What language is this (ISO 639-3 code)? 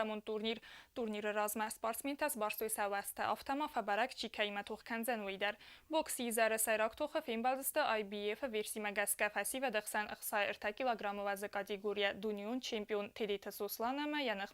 oss